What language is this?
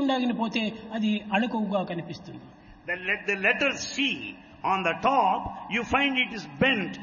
Telugu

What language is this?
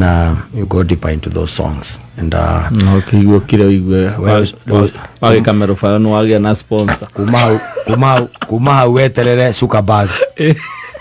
Kikuyu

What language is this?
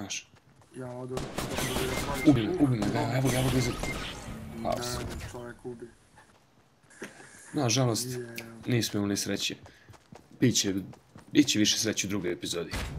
Serbian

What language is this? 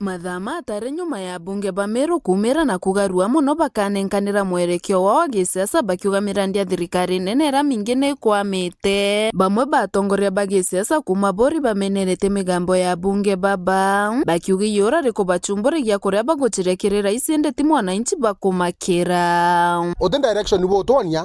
Meru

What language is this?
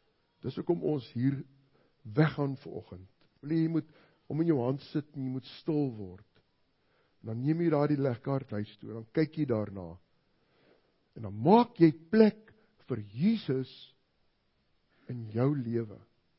Afrikaans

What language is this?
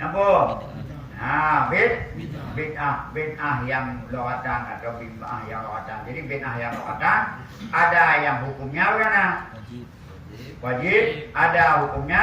Achinese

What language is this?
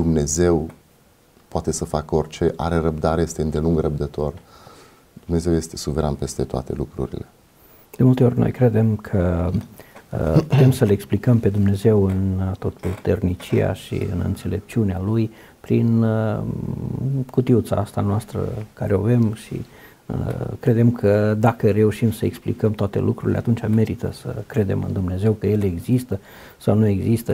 Romanian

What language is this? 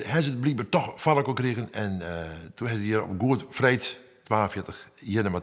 Western Frisian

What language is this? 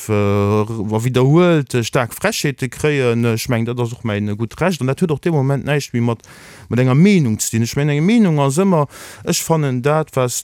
Luxembourgish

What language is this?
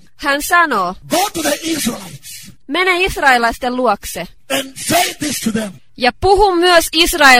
Finnish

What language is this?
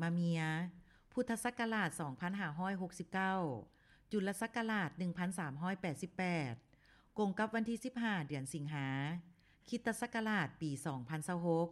Lao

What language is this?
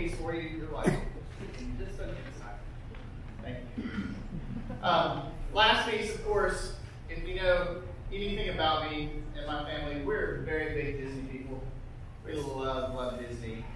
English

